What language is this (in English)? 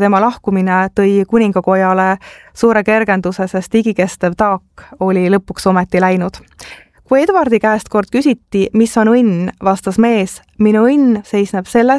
Estonian